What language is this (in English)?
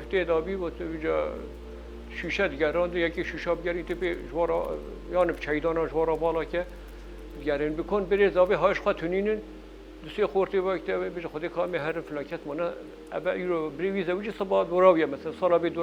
Kurdish